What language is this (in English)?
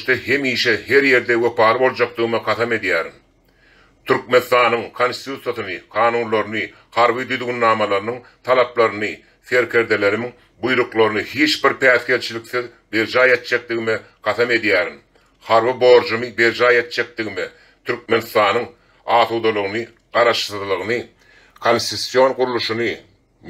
Turkmen